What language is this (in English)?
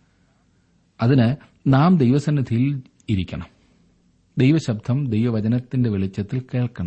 Malayalam